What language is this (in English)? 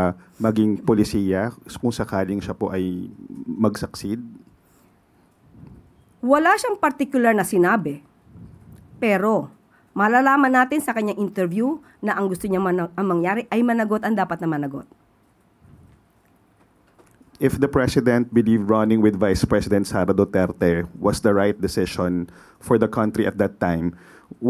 Filipino